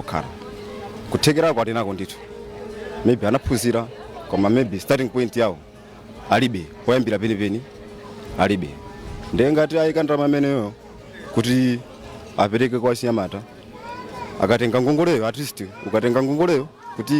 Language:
Nyanja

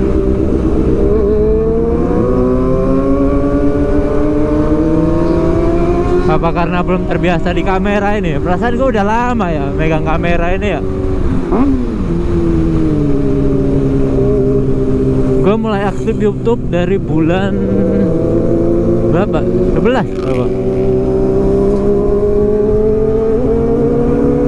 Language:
Indonesian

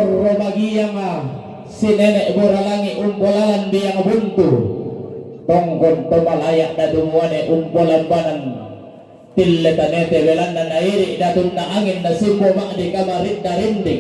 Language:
Toraja-Sa'dan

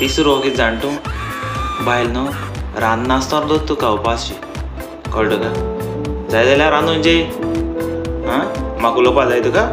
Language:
Konkani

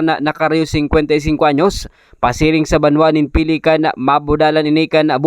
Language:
Bikol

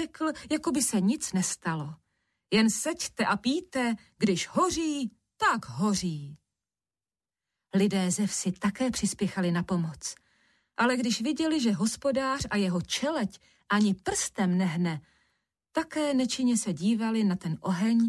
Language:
Czech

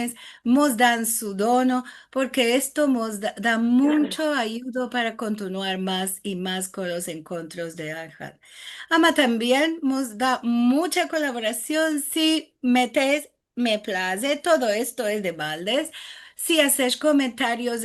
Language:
Ladino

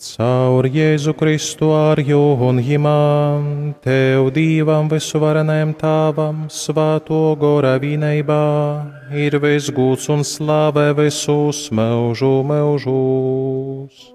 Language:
Latgalian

